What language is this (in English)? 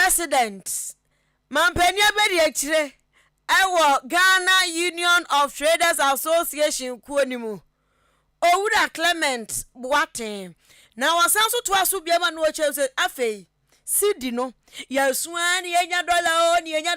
Akan